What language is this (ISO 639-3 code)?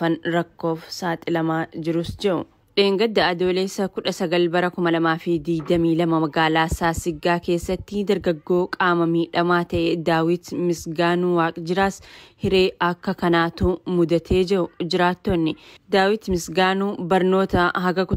orm